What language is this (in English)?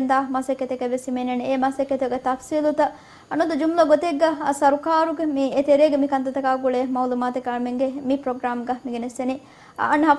Divehi